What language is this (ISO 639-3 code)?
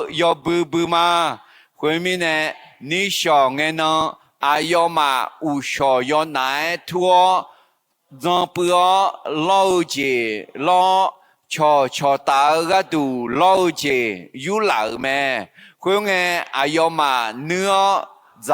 ahk